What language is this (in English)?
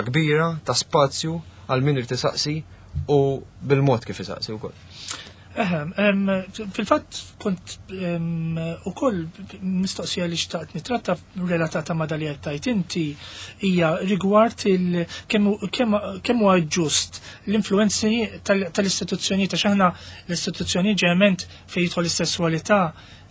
Maltese